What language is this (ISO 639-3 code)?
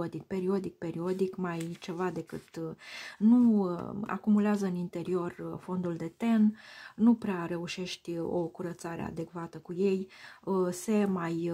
ron